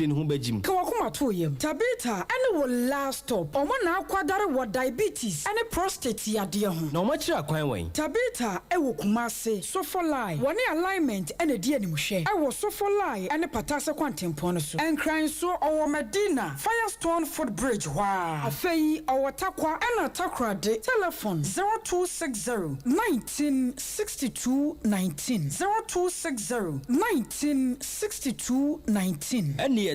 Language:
Akan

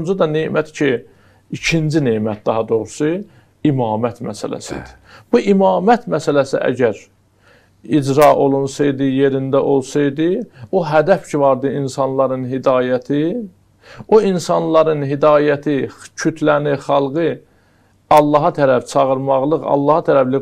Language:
Azerbaijani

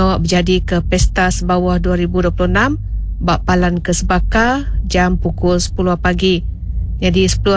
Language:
Iban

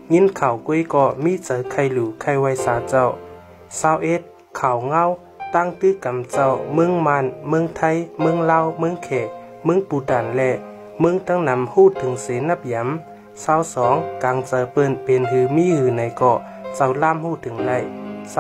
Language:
Shan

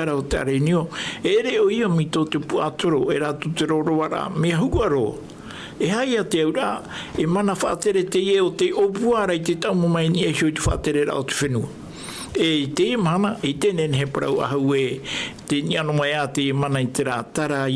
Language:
Tahitian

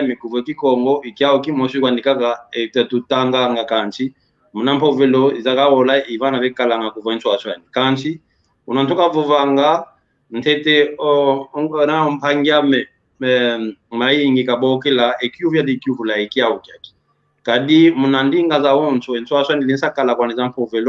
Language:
San Salvador Kongo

